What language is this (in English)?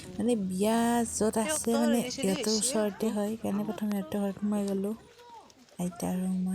Assamese